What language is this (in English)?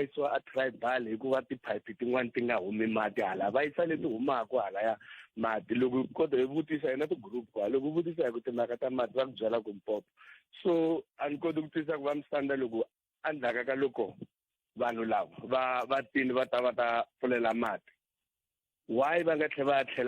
Tsonga